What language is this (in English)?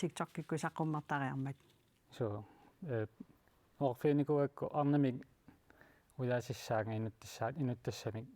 Kalaallisut